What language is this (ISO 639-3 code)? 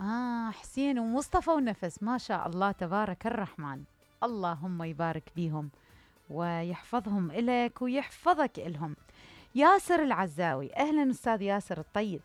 acm